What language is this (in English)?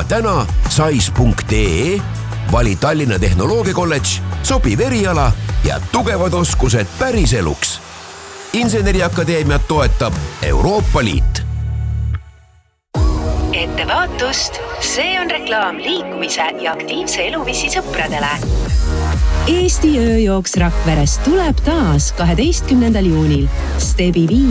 Estonian